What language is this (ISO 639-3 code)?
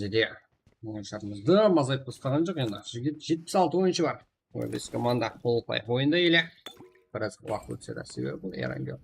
kaa